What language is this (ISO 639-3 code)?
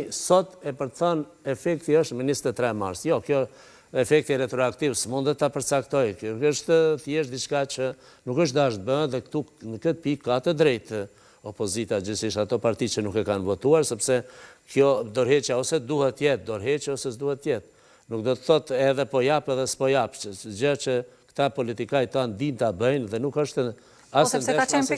sqi